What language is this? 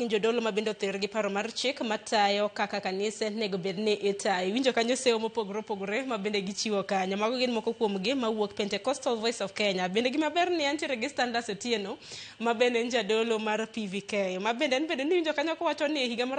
Luo (Kenya and Tanzania)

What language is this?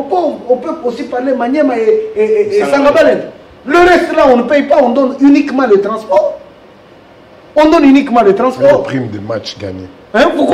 French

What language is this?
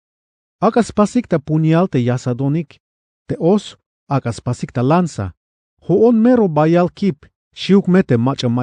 Tzeltal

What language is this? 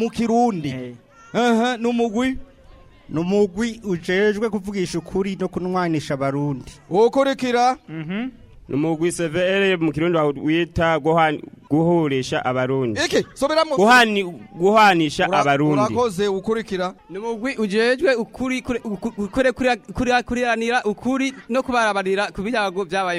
Rundi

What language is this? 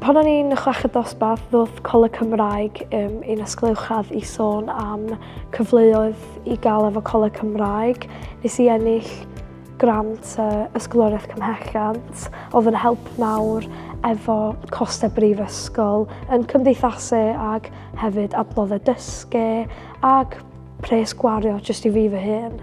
Welsh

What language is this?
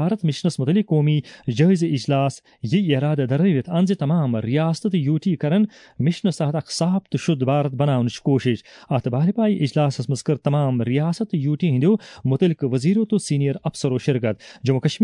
Kashmiri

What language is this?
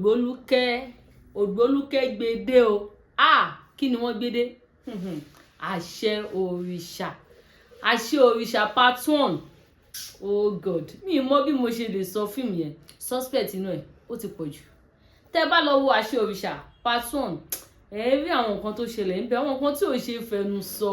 Yoruba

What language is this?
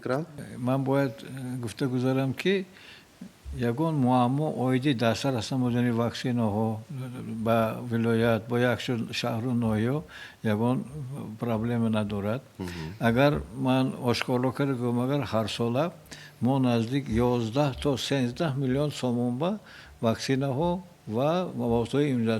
Tajik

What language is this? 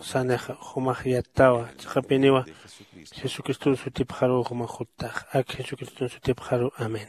Aymara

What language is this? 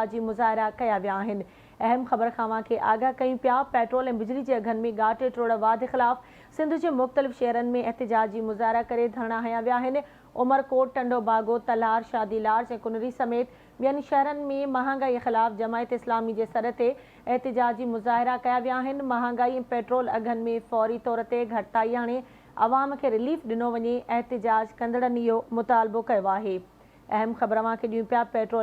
Sindhi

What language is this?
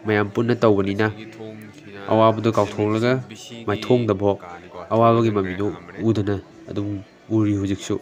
Manipuri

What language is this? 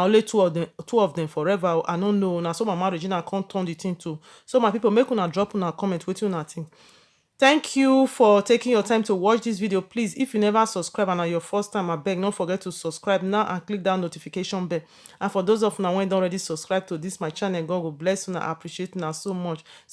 Nigerian Pidgin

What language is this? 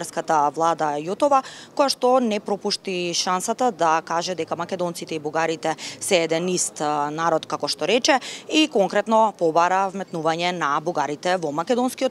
Macedonian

